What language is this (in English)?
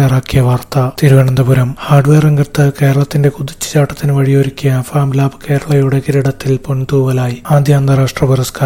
Malayalam